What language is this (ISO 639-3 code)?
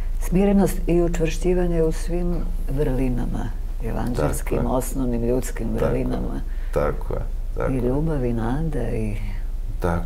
srp